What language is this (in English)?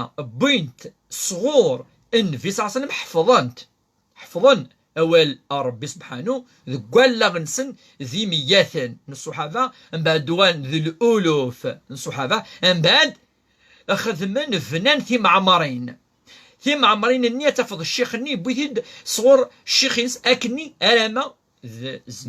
Kabyle